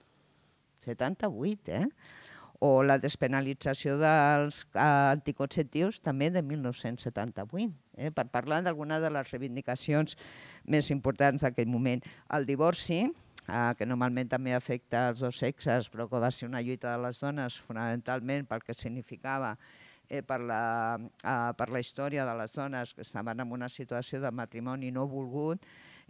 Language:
Catalan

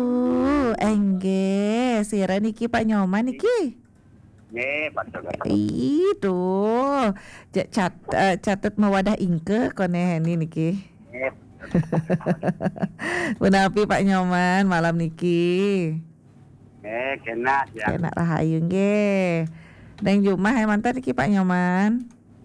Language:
Balinese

